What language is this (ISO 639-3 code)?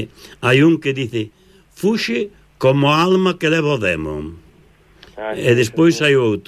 glg